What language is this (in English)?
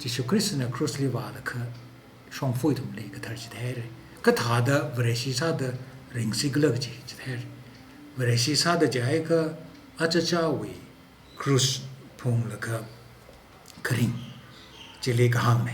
Tangkhul Naga (India)